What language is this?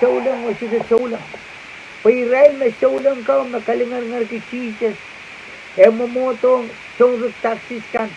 Pohnpeian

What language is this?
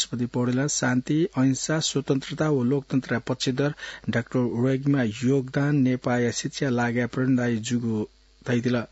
Newari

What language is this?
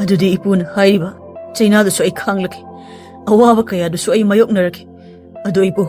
Manipuri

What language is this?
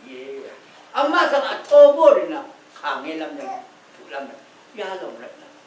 Rawang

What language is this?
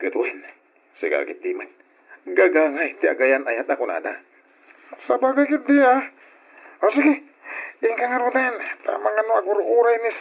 Iloko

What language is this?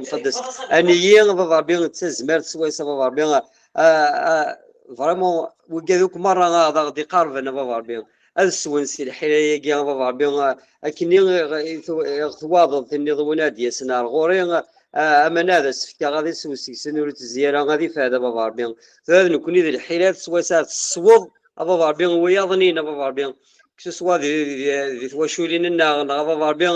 Kabyle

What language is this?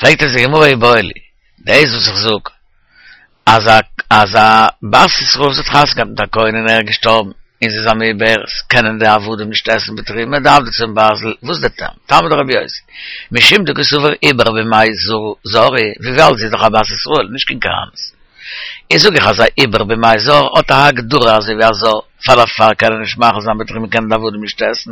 Yiddish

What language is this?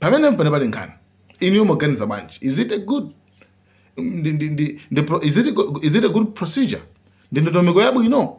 Nyanja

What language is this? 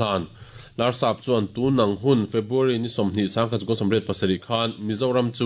Mizo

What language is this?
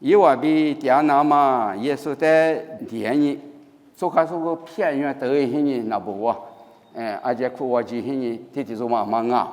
Lisu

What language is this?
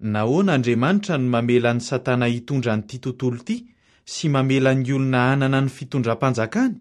Malagasy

